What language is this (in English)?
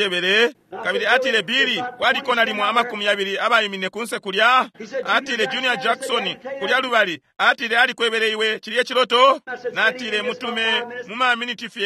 Bemba